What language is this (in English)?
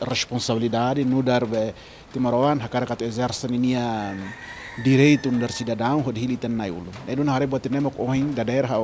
Tetum